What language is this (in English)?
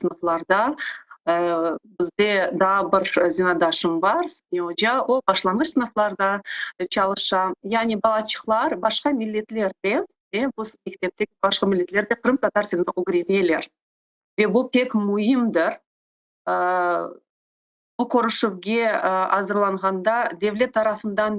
Crimean Tatar